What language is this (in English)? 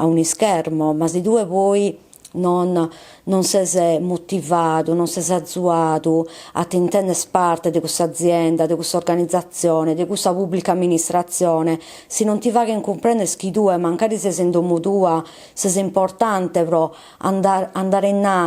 Sardinian